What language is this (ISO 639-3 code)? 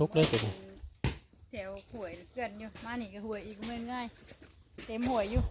tts